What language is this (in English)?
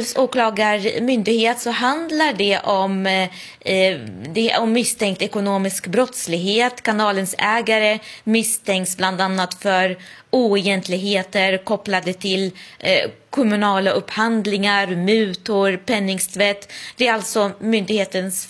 Swedish